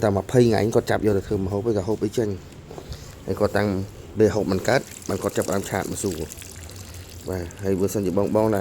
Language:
Khmer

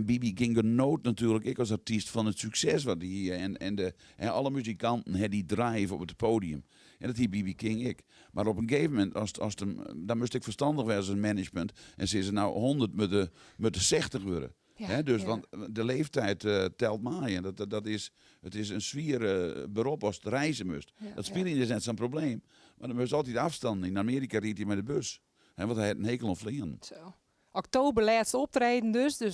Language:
Western Frisian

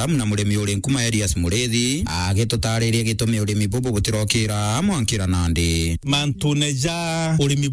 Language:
Meru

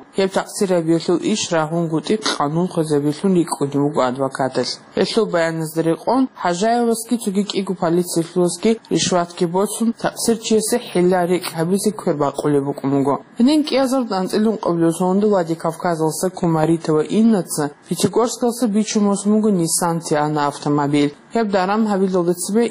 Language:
Avaric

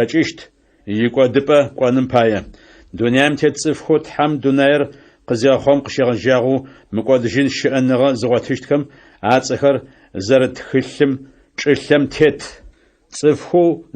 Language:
Adyghe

